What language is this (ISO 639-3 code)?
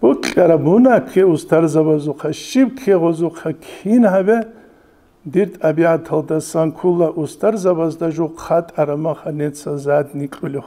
ava